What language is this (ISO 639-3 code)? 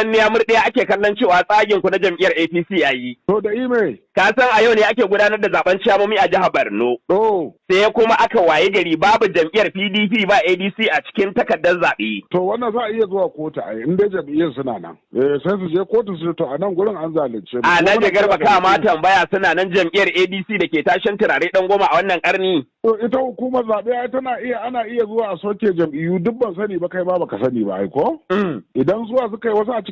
hau